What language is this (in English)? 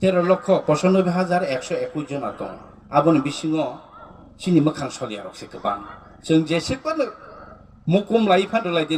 Kok Borok